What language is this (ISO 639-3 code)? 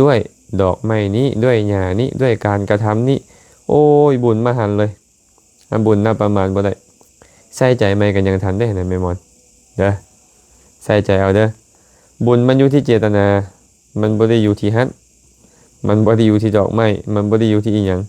lao